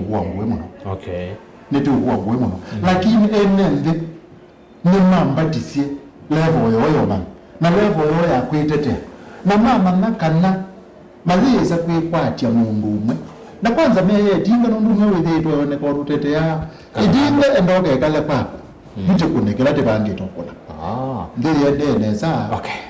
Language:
Kamba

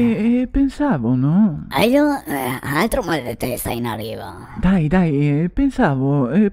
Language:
Venetian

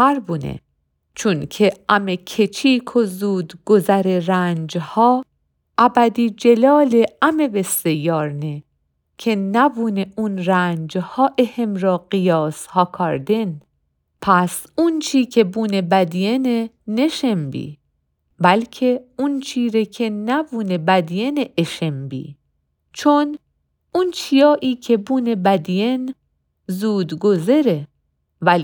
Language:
Mazanderani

